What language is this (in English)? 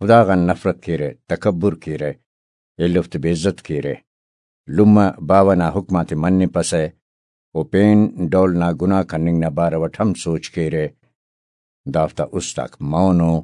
Brahui